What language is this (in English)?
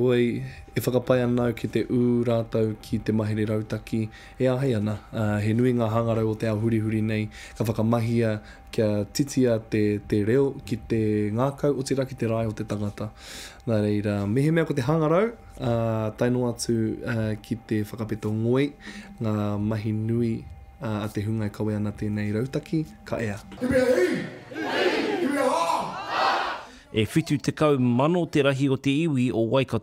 Māori